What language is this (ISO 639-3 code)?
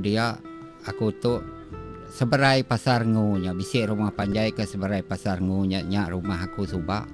iba